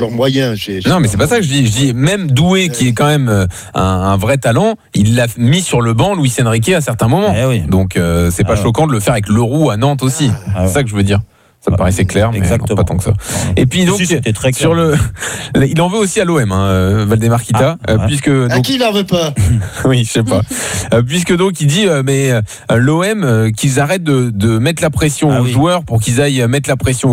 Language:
French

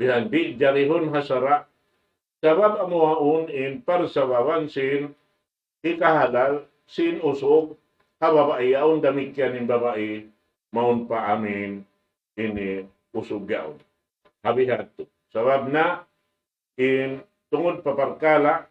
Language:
Tausug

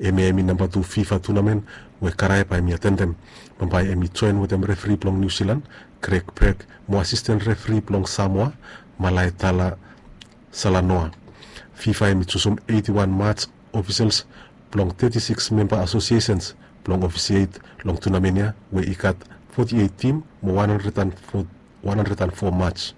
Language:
Bislama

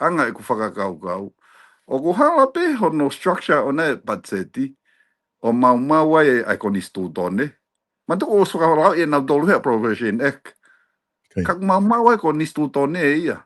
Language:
Tongan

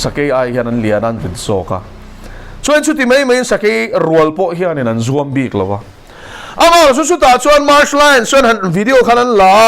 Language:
Mizo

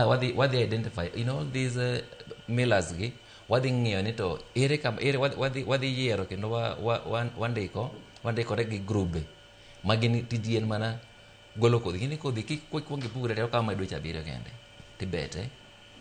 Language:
Luo (Kenya and Tanzania)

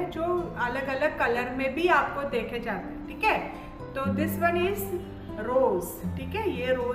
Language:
Hindi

